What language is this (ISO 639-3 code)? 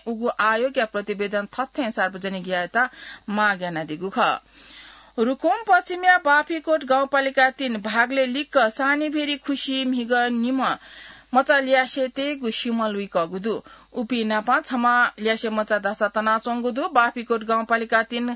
new